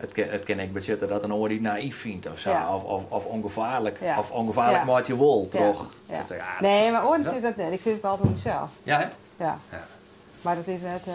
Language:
Western Frisian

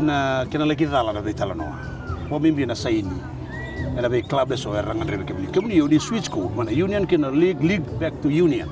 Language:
Fijian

